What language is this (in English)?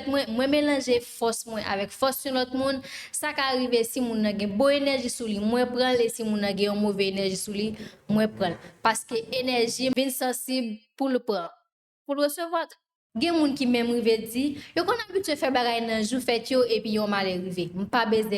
Haitian Creole